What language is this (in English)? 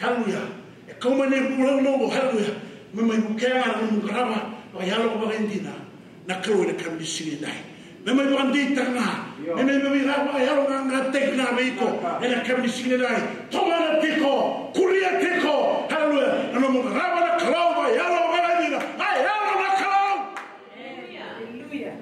Fijian